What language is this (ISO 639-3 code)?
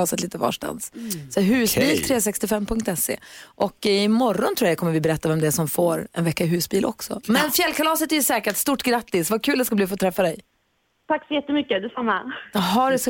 swe